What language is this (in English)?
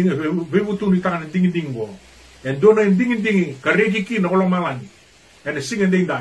Fijian